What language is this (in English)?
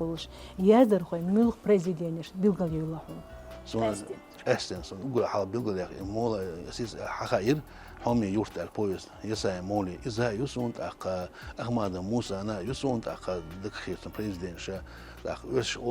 Chechen